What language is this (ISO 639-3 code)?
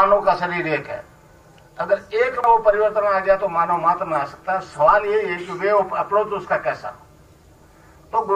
hin